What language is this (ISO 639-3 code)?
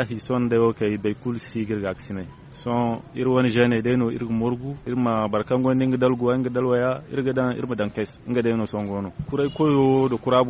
dje